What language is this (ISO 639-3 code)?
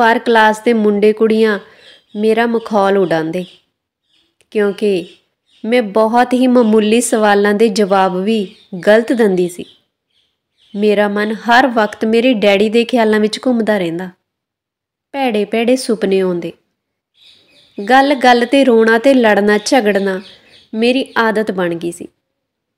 pan